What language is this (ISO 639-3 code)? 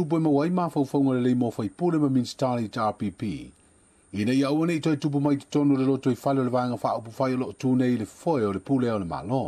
smo